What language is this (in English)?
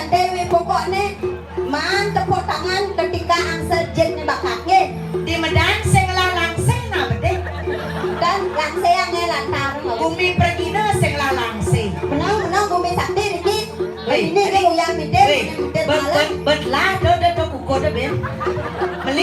Balinese